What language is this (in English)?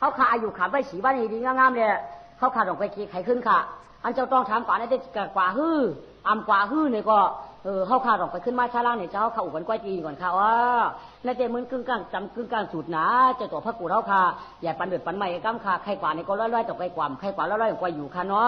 Shan